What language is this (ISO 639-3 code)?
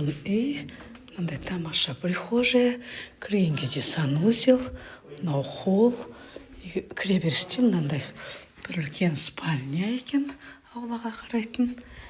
kaz